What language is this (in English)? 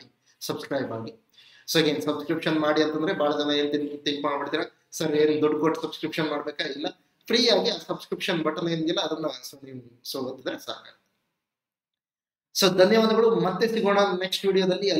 Kannada